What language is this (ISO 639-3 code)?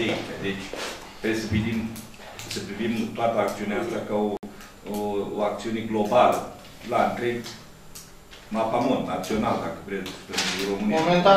ron